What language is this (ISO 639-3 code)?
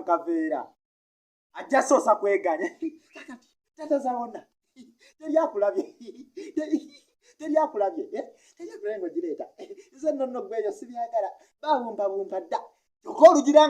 lug